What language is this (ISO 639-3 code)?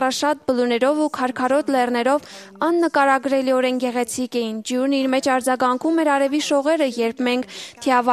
hye